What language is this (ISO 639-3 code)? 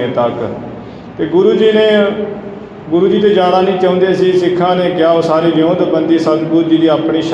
pan